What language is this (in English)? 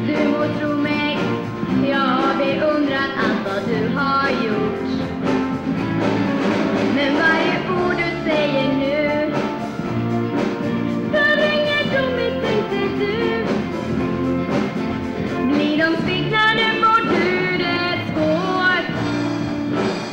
Swedish